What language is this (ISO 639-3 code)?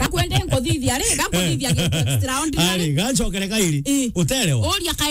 mer